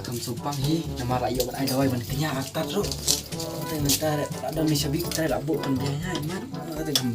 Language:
Khasi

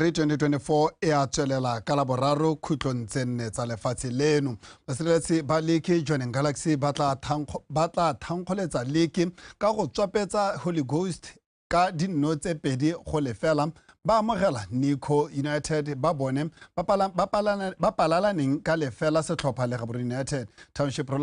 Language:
Tswana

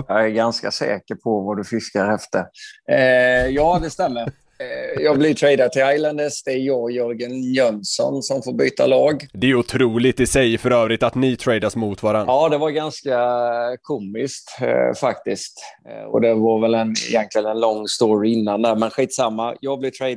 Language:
Swedish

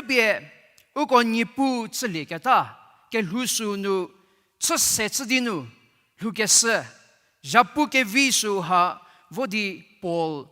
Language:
Angami Naga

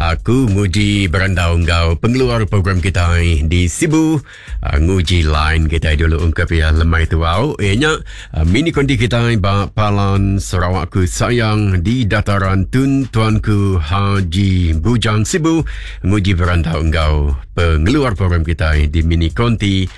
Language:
Iban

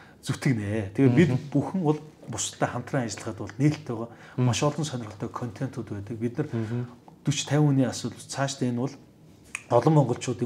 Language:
Mongolian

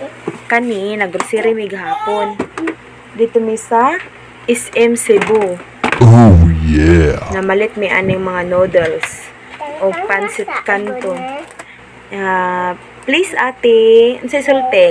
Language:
Cebuano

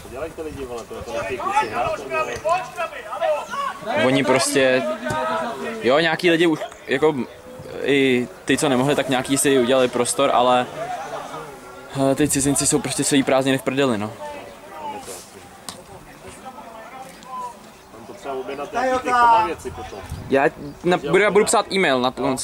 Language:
Czech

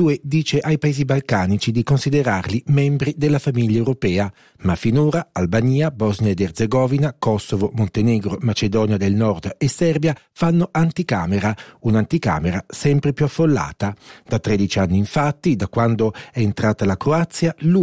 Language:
Italian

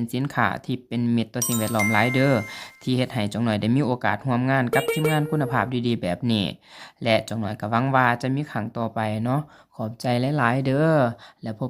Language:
Lao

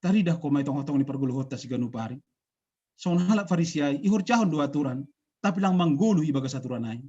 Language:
Batak Simalungun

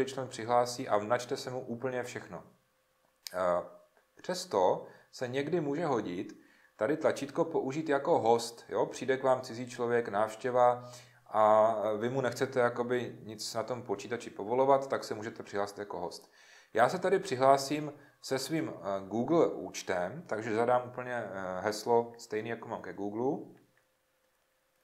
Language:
Czech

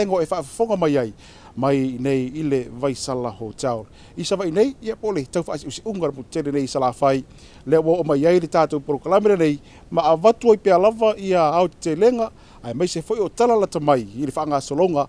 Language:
Samoan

